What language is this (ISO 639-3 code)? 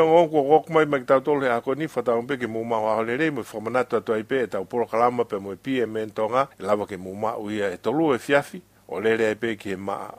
ton